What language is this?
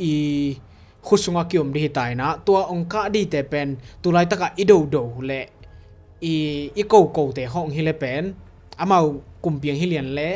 Tedim Chin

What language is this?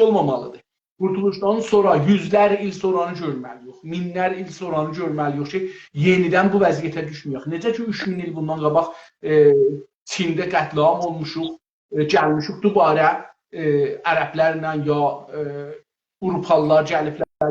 South Azerbaijani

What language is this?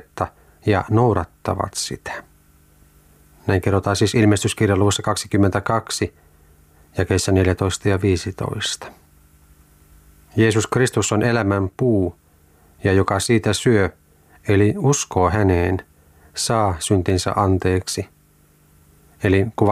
Finnish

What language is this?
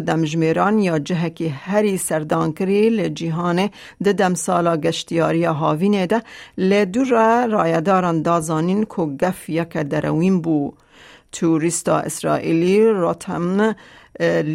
Kurdish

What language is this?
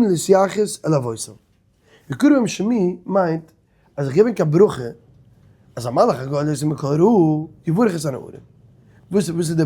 Yiddish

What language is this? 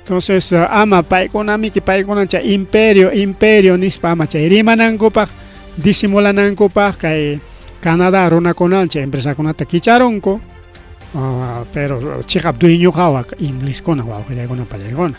Ayacucho Quechua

